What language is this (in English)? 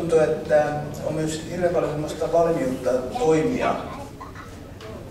Finnish